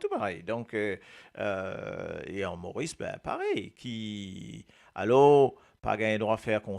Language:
Morisyen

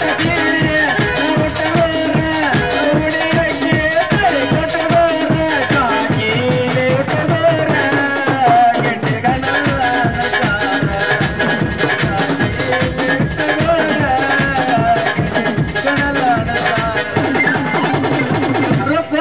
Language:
Kannada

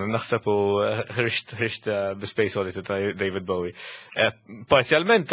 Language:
Maltese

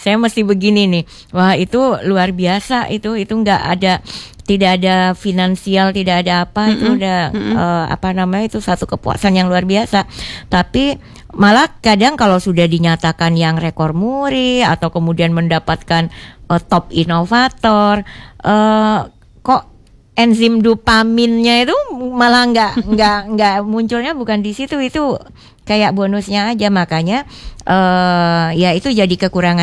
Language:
Indonesian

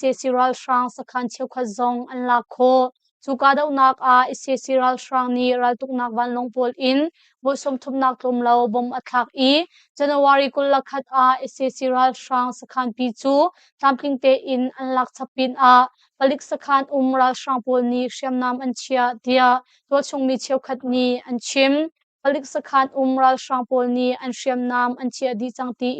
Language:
Hakha Chin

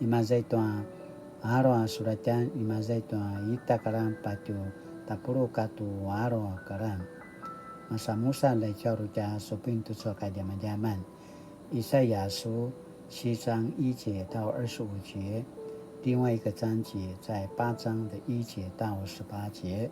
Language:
Paiwan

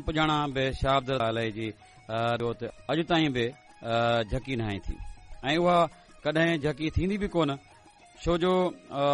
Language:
Sindhi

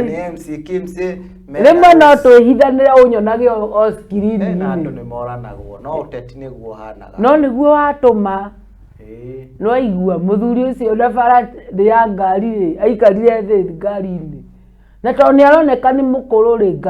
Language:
Kikuyu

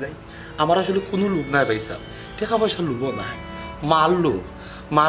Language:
Sylheti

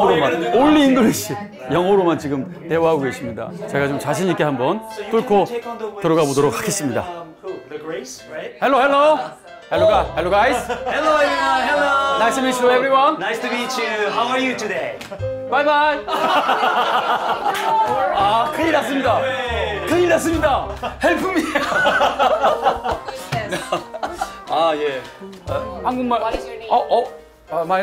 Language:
Korean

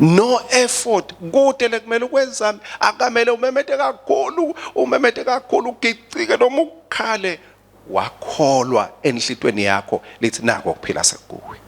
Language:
Swati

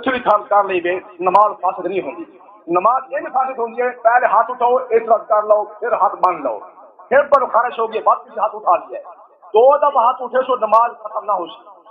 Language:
Saraiki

